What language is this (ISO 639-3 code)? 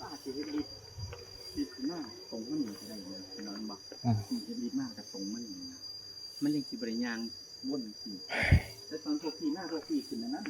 tts